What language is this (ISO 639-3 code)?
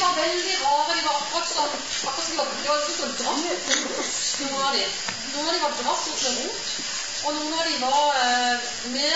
nor